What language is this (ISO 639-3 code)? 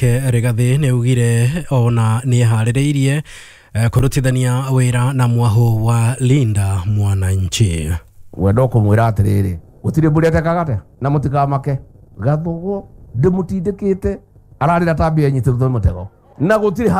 kik